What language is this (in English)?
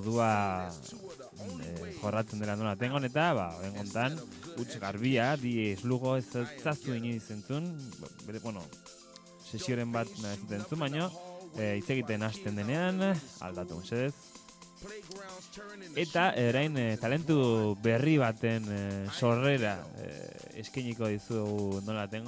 Basque